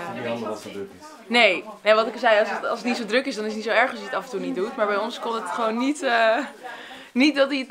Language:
Dutch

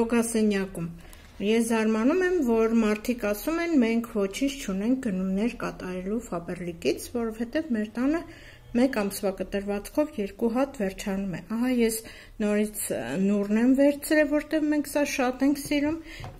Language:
Armenian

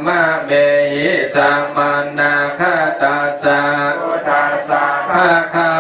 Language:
Pali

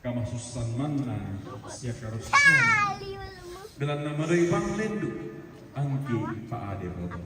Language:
Toraja-Sa'dan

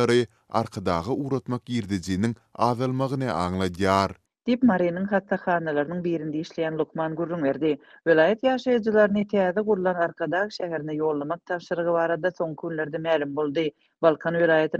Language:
Turkmen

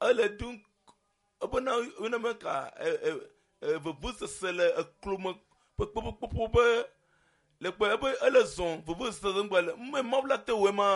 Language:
Ewe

